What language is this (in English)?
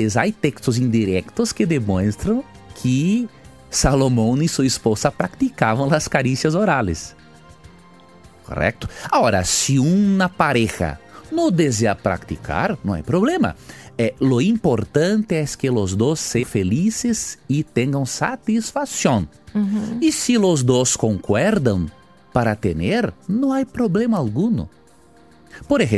Spanish